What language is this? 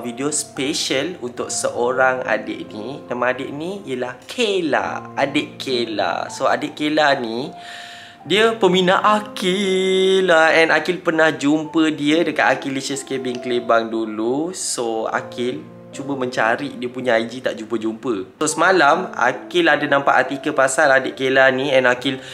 Malay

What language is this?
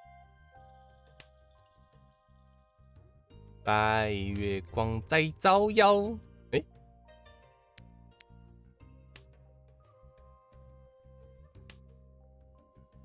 Chinese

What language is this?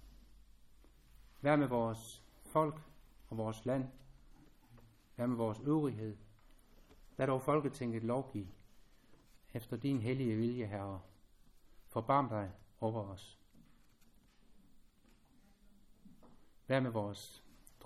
Danish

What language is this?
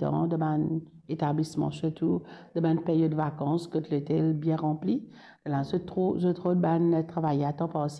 Morisyen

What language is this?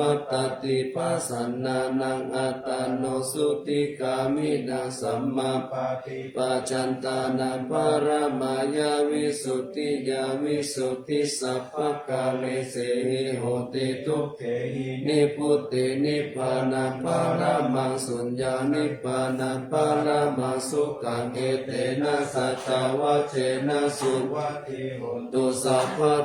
Pali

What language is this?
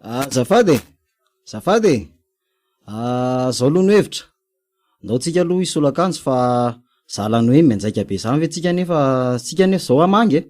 Malagasy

